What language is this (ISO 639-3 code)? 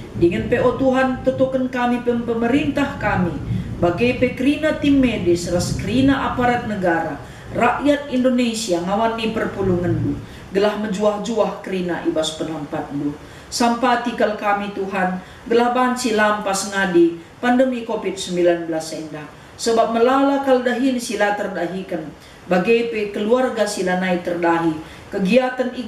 btx